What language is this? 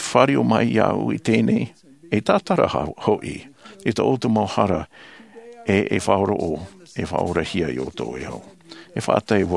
Tahitian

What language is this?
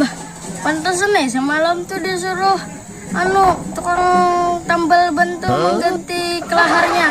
Banjar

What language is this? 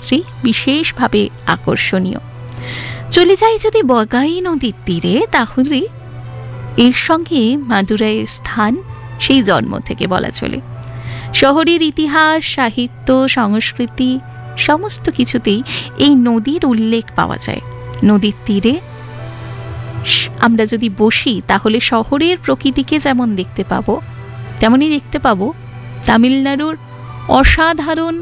Bangla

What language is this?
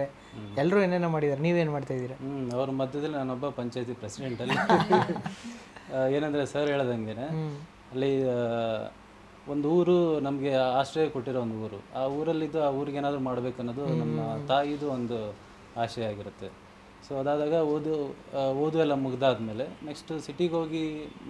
Kannada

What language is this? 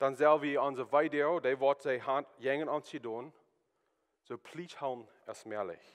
Plautdietsch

